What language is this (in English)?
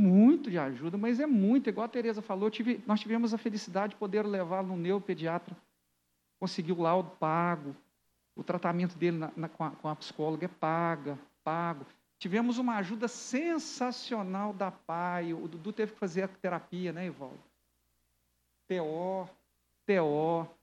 Portuguese